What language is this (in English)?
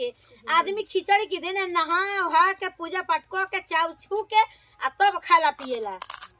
Bhojpuri